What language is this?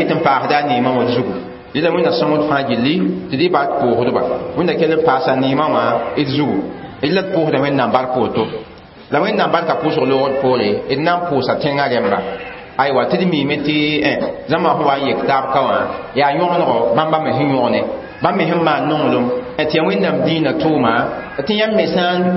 Mossi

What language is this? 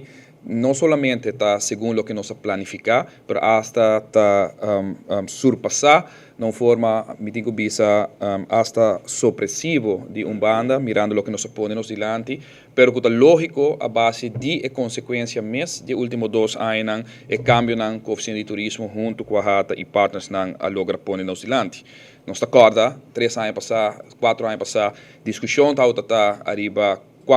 Papiamento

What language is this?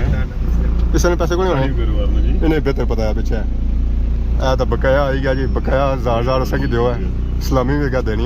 Pahari-Potwari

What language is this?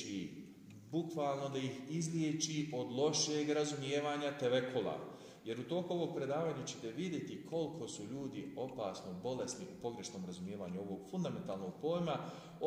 Bosnian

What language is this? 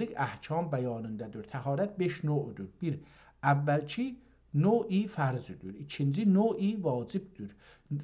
South Azerbaijani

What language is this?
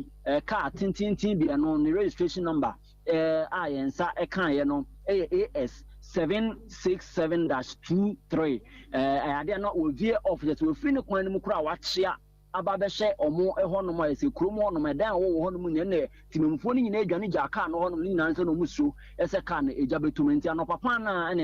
Akan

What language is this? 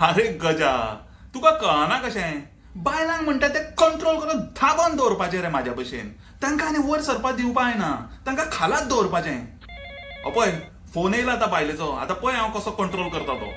Konkani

